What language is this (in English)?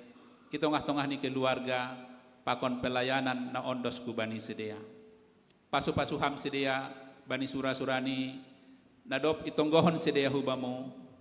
Batak Simalungun